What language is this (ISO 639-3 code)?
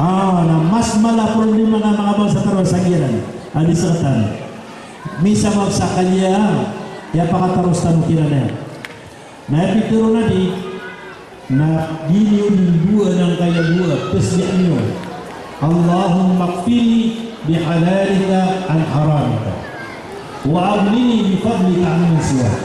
mrw